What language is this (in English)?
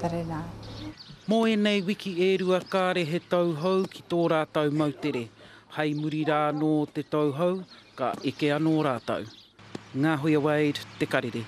Māori